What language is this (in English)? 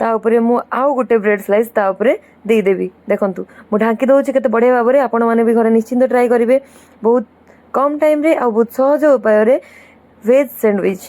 Odia